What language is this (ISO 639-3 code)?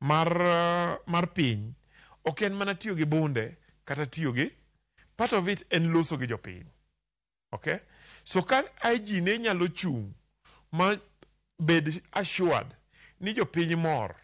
luo